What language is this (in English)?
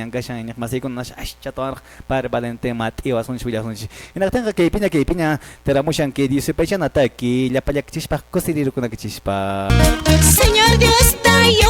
Quechua